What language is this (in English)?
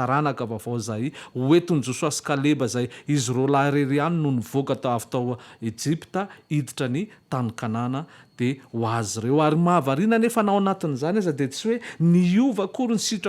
Malagasy